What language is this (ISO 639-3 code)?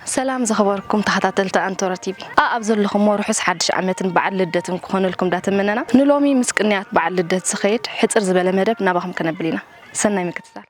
tir